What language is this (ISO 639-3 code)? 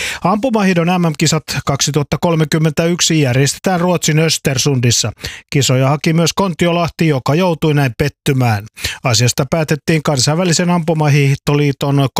fin